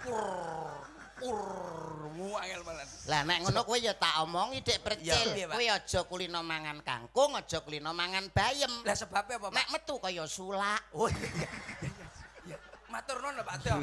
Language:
Javanese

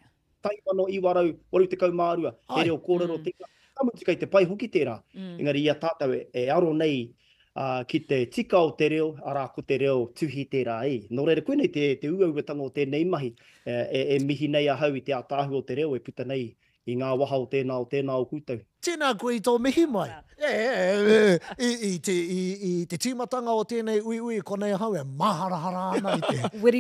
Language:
Māori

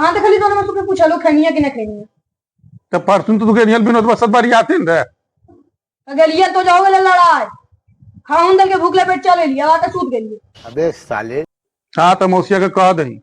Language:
Magahi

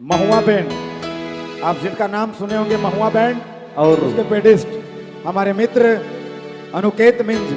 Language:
Sadri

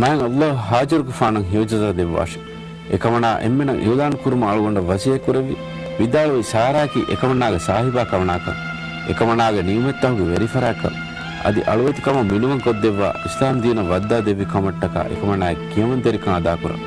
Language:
Divehi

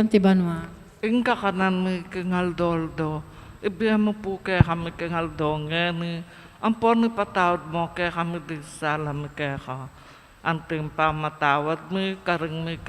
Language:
Pampanga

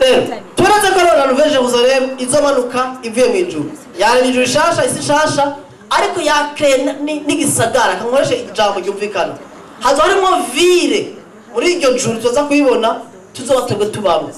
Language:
Rundi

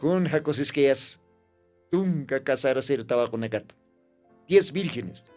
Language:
Aymara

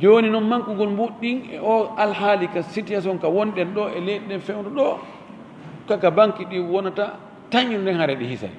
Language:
Fula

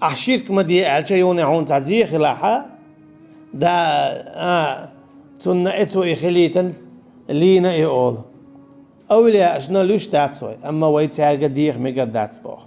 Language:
Chechen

